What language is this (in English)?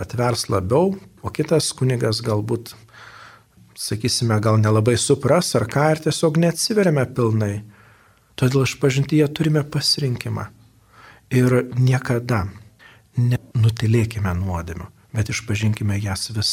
Lithuanian